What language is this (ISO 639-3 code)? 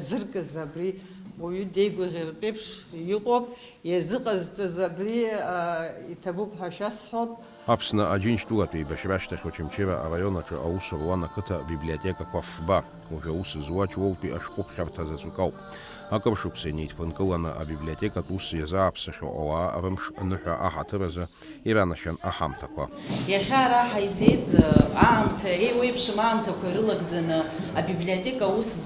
abk